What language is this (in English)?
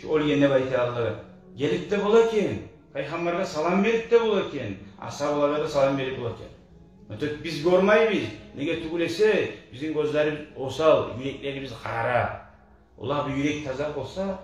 Kumyk